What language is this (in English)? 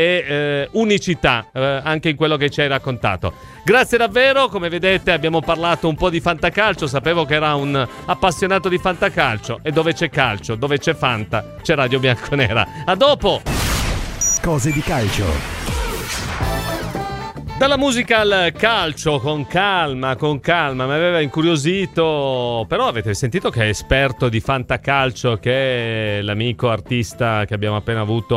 Italian